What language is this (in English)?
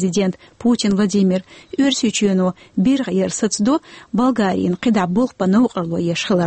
Chechen